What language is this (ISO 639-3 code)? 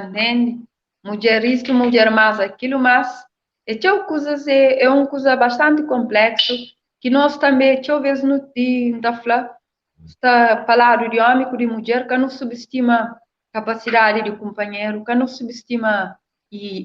kea